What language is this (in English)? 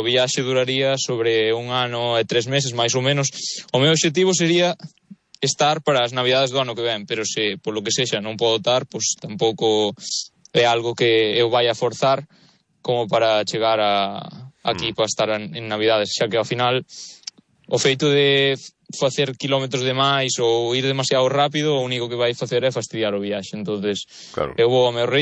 Galician